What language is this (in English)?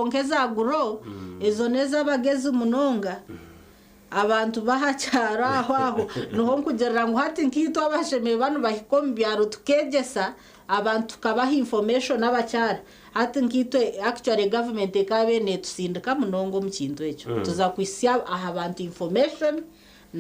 Nyankole